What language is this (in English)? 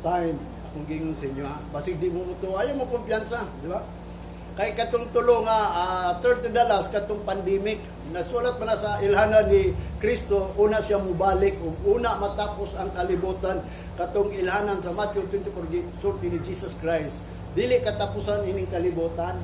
Cebuano